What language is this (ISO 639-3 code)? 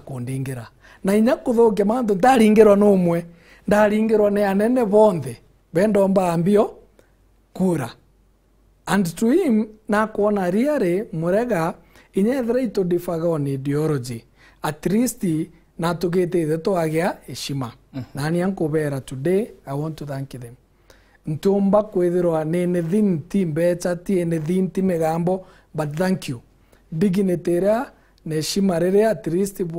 mer